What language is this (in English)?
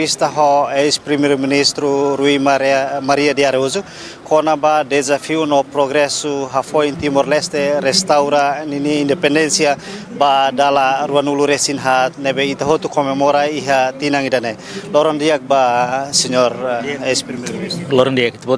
Tetum